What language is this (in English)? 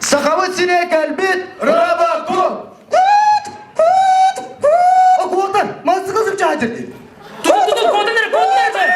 Yakut